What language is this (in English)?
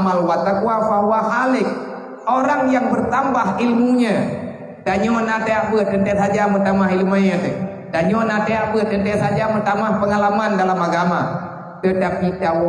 Achinese